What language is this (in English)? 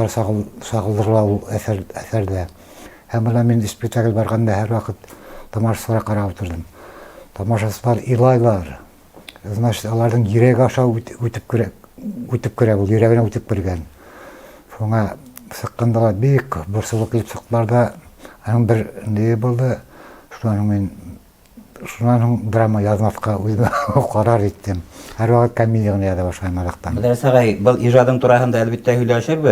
Bashkir